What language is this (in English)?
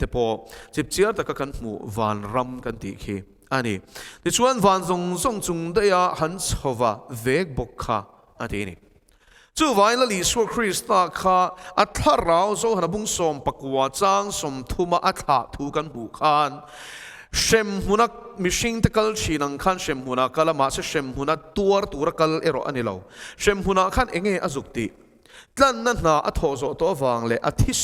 Mizo